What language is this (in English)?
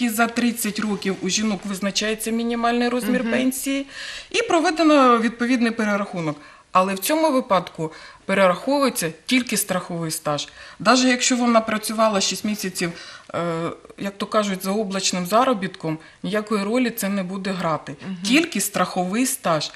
Ukrainian